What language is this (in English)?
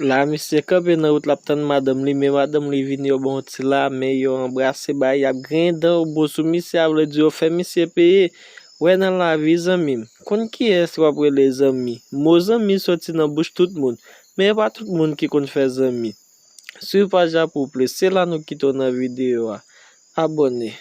Haitian Creole